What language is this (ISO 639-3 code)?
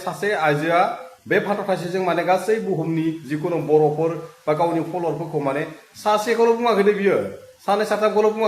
brx